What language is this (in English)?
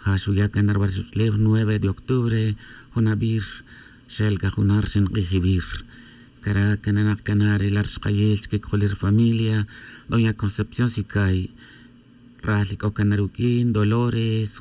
Tz'utujil